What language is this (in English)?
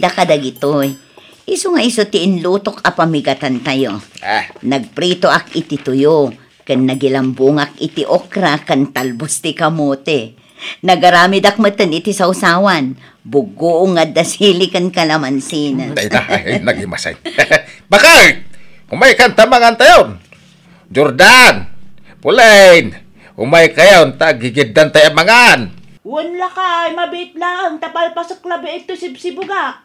Iloko